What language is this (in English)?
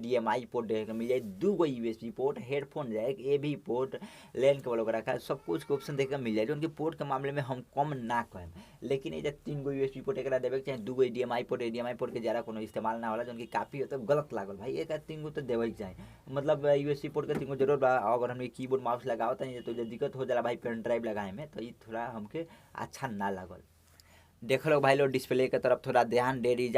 Bhojpuri